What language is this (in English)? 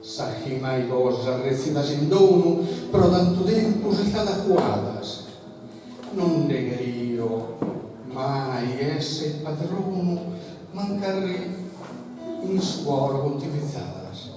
Sardinian